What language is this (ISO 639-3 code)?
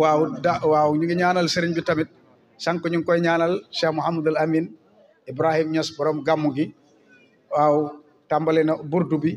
wol